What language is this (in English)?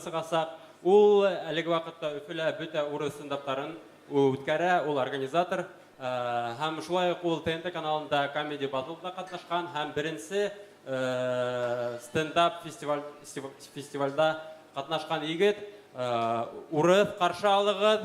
Bashkir